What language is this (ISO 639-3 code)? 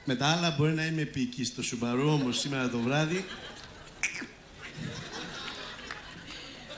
ell